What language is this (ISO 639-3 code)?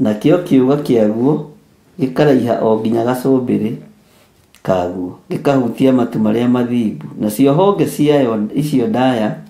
kik